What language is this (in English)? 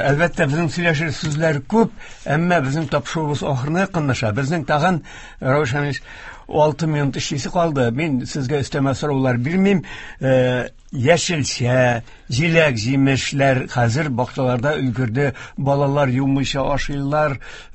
Tatar